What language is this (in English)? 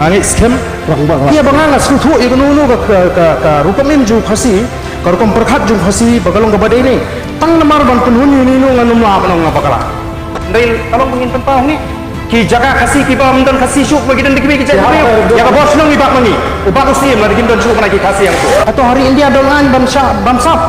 Khasi